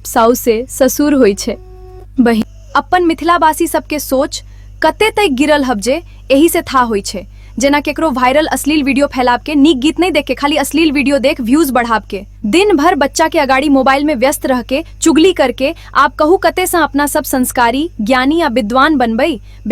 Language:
Maithili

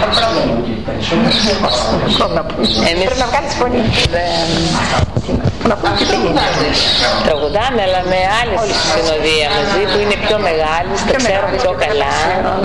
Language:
Greek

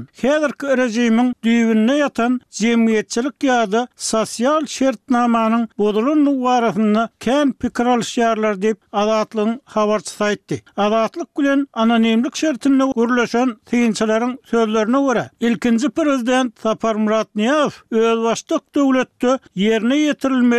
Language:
Turkmen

